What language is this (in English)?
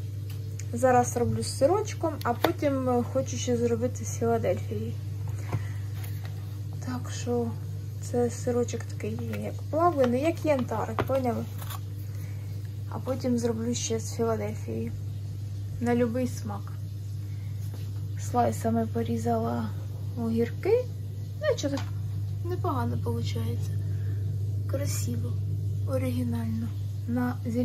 Ukrainian